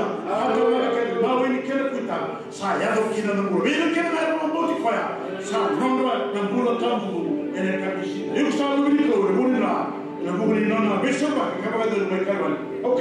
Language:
Fijian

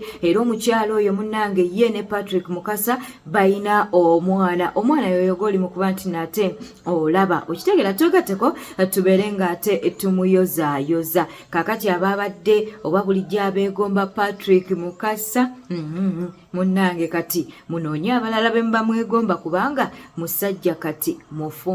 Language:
Ganda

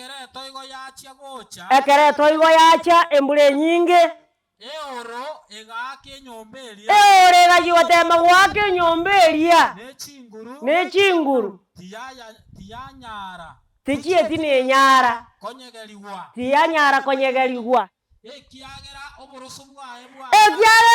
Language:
Gusii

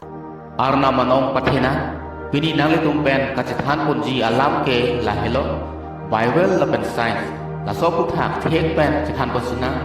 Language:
Karbi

